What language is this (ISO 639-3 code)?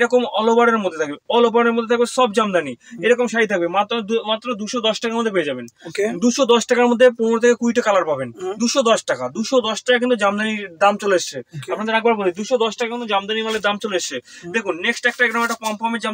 ben